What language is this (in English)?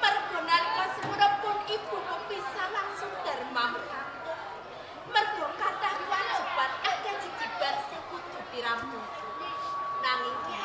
Javanese